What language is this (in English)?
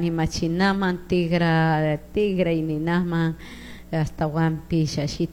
Chimborazo Highland Quichua